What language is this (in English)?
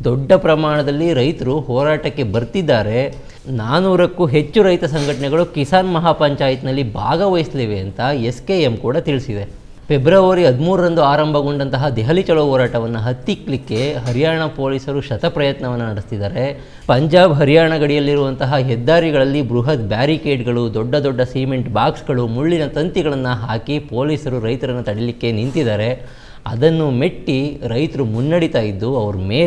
Kannada